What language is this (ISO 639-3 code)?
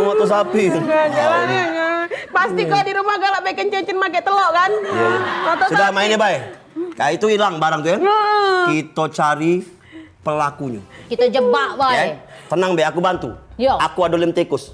mui